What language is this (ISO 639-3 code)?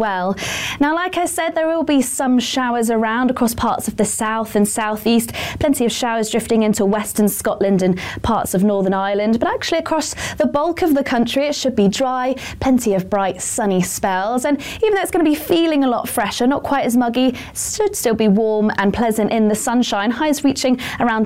eng